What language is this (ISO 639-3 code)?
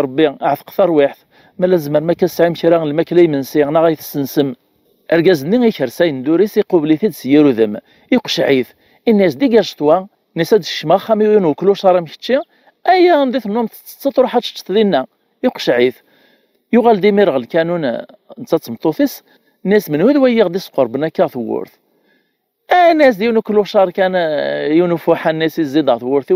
kab